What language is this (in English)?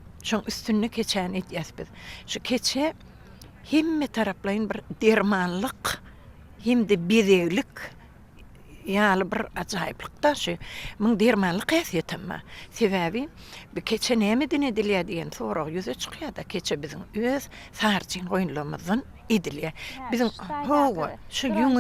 Turkmen